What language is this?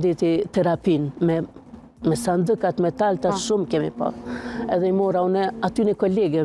Albanian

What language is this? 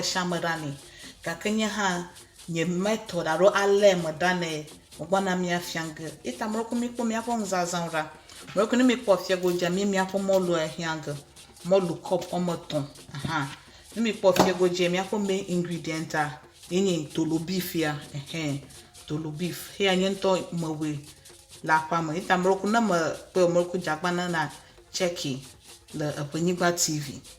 Ewe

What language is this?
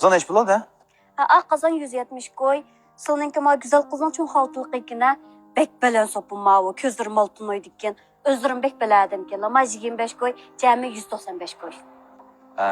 Uyghur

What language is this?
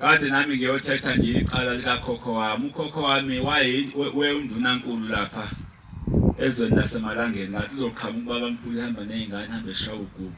Zulu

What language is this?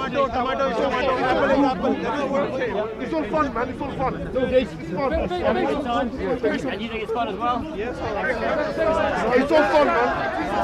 English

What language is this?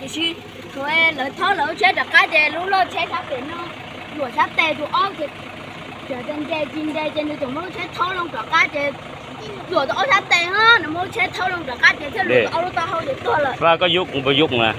Hmong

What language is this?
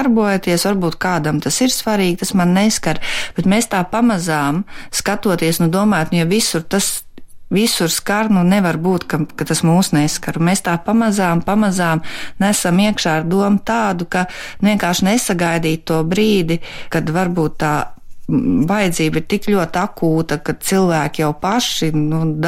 Latvian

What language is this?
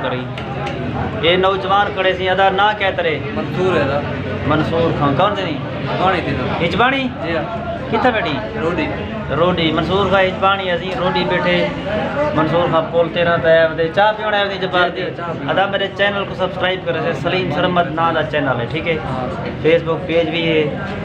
Saraiki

